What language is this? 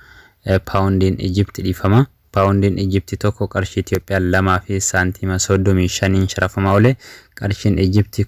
Oromo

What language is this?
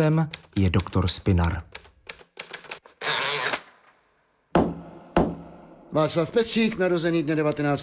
Czech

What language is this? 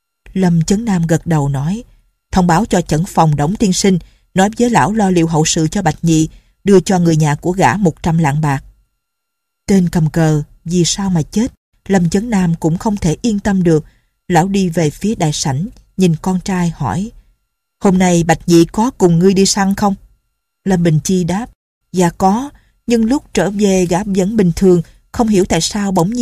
Vietnamese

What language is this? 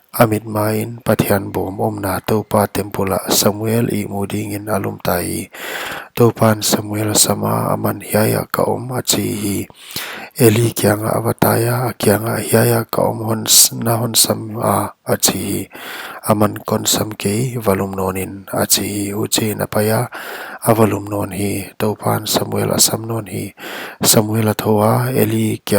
Paite Chin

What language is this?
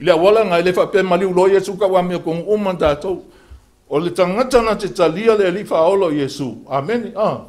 Samoan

